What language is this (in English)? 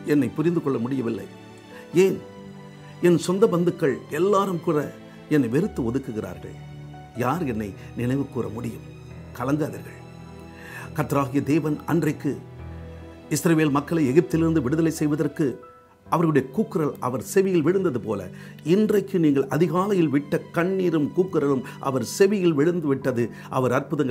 Tamil